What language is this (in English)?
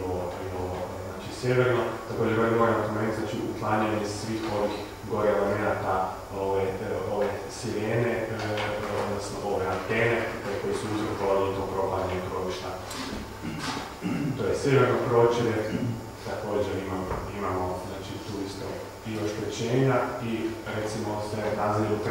Croatian